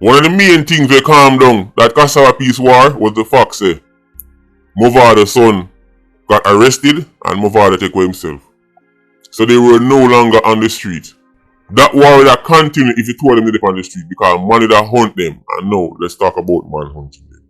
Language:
Jamaican Creole English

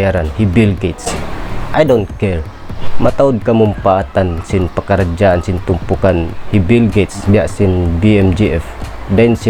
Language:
Tausug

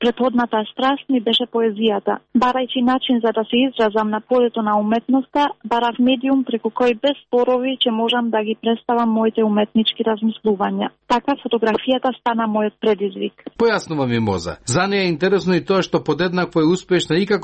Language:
Macedonian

